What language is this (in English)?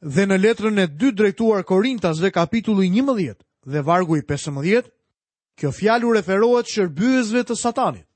Albanian